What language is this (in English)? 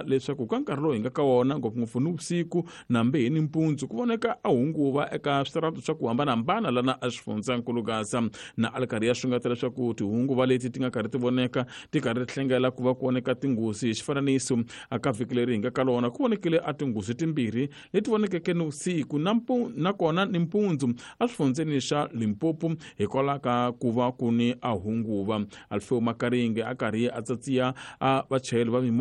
Tsonga